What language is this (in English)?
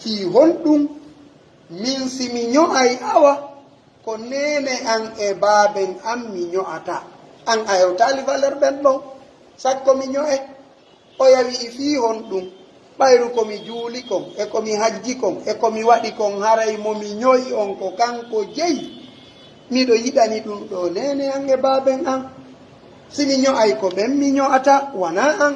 Pular